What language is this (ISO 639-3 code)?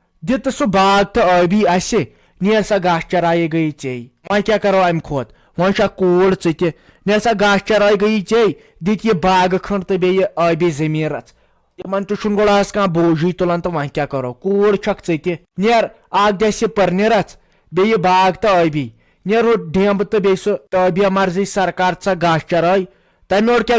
kas